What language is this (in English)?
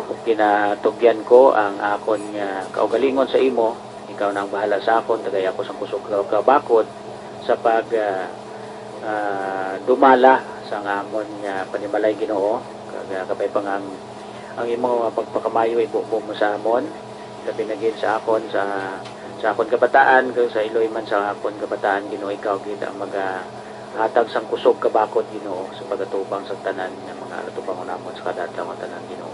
Hiligaynon